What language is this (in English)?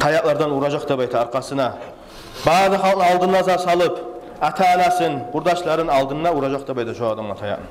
Kumyk